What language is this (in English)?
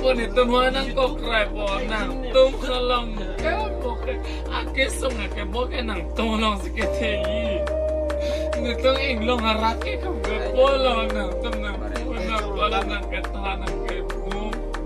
Karbi